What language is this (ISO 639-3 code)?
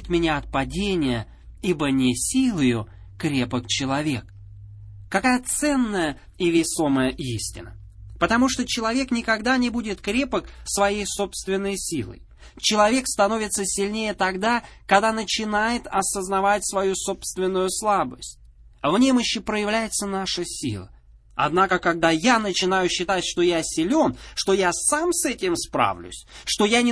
rus